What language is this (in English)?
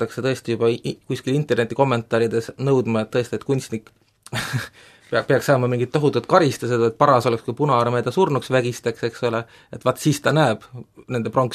Estonian